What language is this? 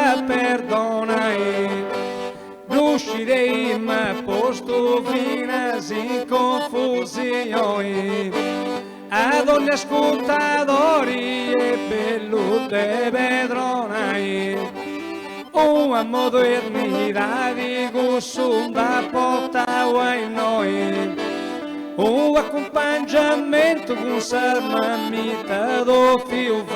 Sardinian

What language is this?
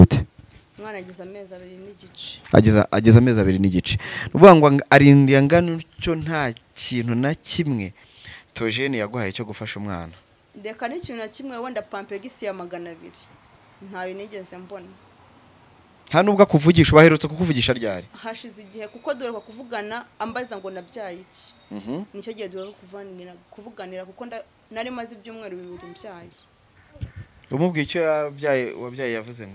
Kinyarwanda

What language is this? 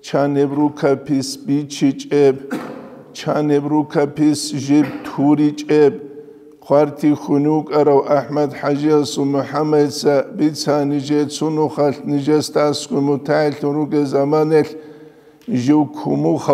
Avaric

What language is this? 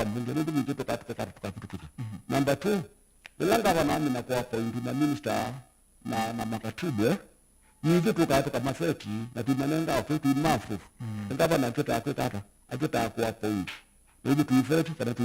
Kamba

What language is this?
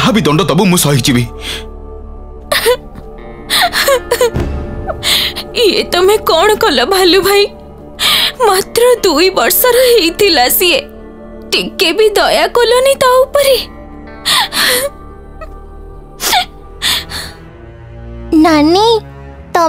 Odia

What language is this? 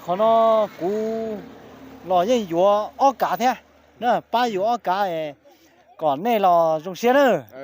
Hmong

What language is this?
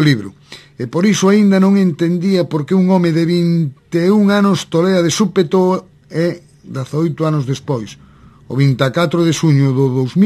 Galician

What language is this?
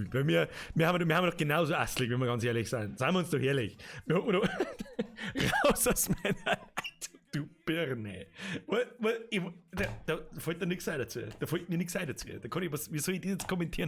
Bavarian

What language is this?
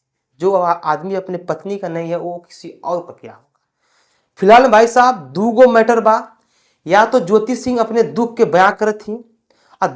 Bhojpuri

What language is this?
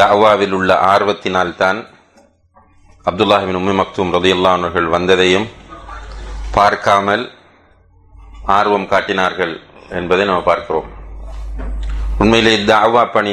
Tamil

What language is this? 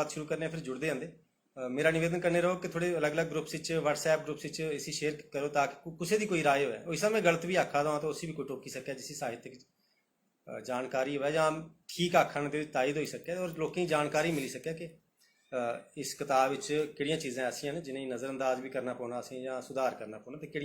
Dogri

